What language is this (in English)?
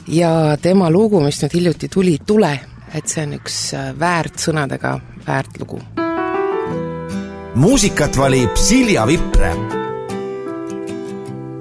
Estonian